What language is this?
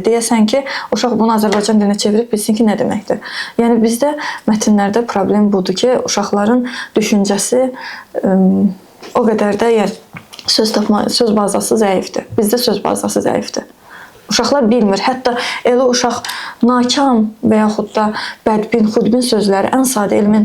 Azerbaijani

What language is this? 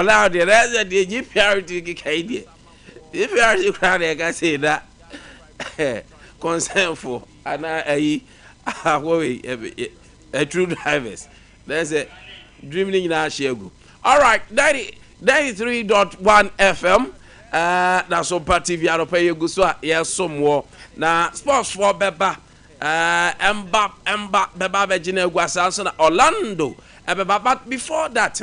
Akan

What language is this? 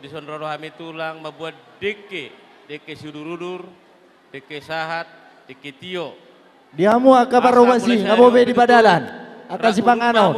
Batak Toba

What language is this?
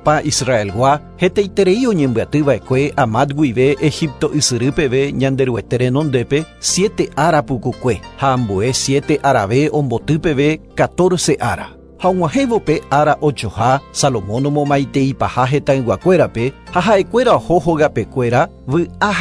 Guarani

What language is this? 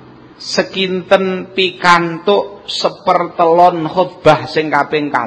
Javanese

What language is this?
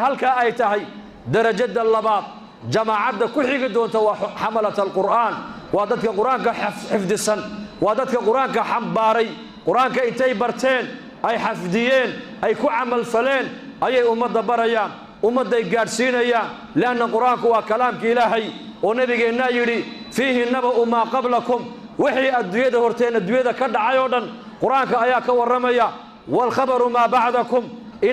Somali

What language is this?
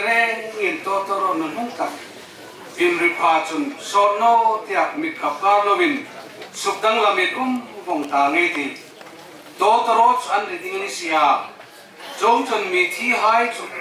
Hmar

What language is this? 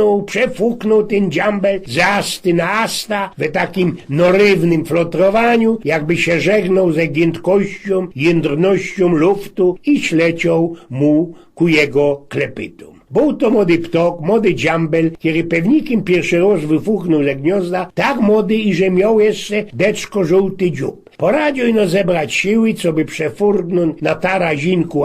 Silesian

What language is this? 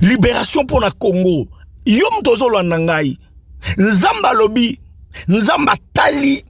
Lingala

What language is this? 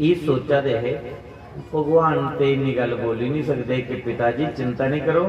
Dogri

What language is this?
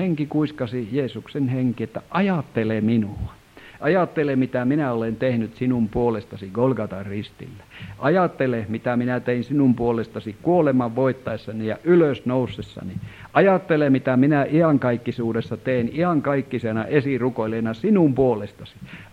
Finnish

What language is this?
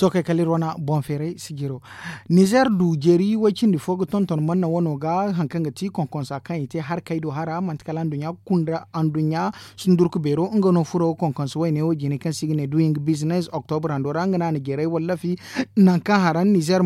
Zarma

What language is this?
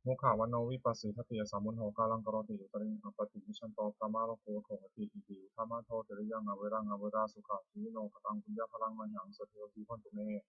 Pali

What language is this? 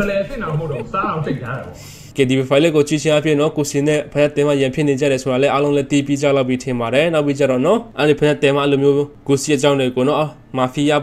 Burmese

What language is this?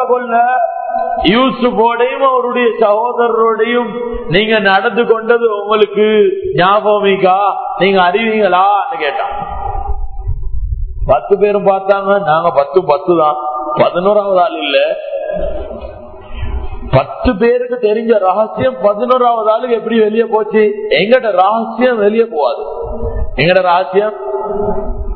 Tamil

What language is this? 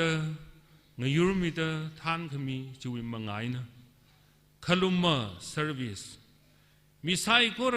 Tangkhul Naga (India)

